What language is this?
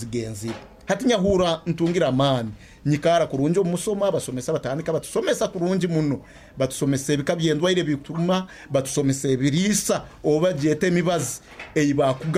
Nyoro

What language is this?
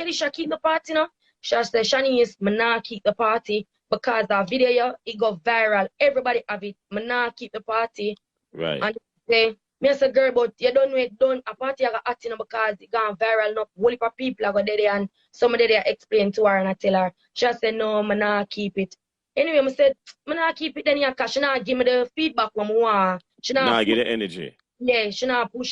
Jamaican Creole English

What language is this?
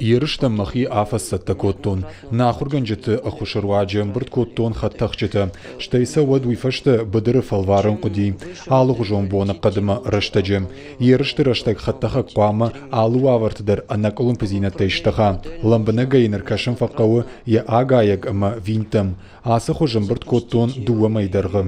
Ossetic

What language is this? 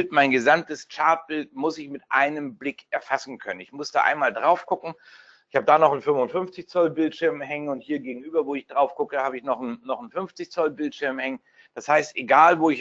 German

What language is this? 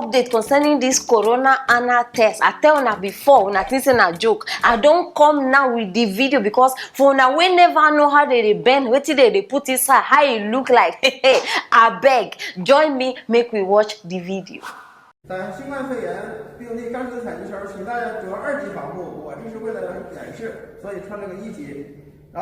Nigerian Pidgin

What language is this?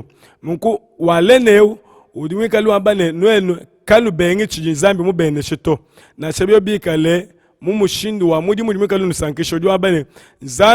Luba-Lulua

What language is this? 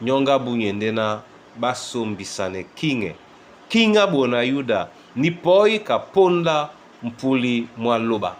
Duala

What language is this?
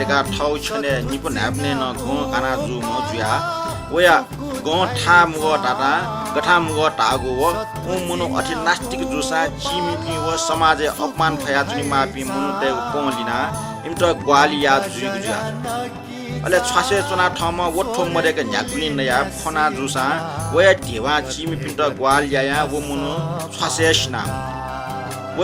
Newari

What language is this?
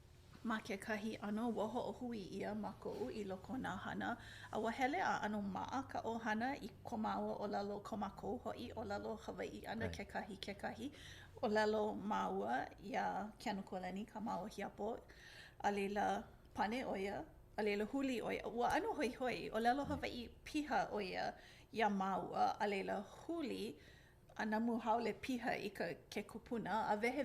Hawaiian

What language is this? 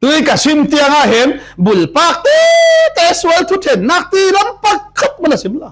Falam Chin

